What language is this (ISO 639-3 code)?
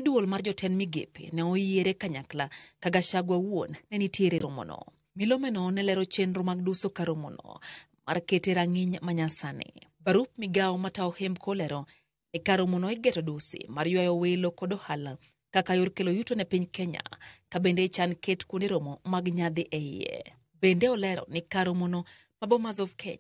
luo